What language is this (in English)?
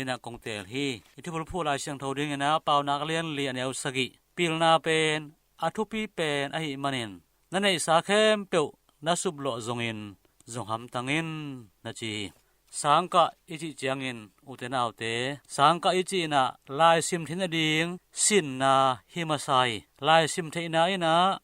Tedim Chin